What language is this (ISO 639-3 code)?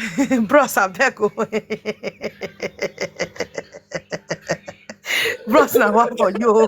pcm